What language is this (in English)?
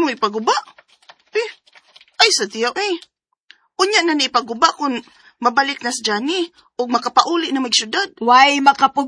Cebuano